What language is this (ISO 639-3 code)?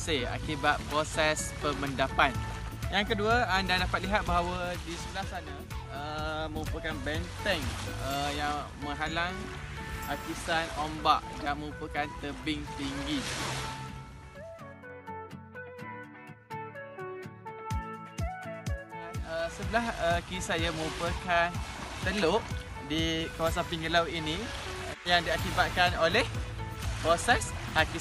msa